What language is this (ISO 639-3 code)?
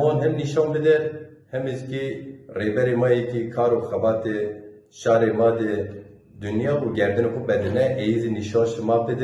zza